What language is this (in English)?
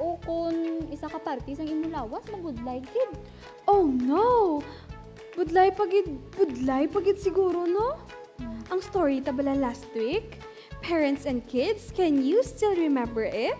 Hiligaynon